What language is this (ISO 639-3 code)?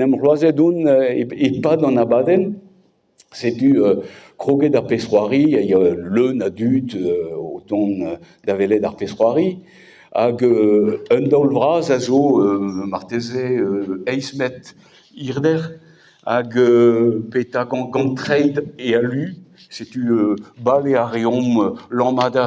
bre